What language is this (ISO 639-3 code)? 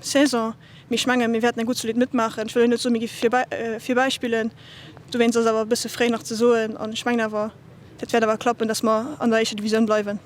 ltz